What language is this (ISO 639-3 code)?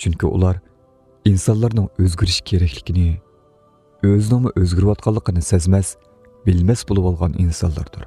uig